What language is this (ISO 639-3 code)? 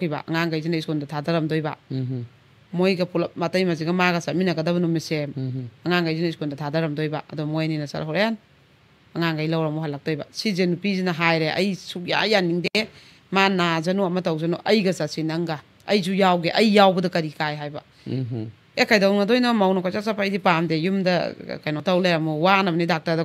mni